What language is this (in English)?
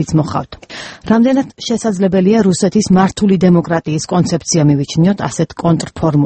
Georgian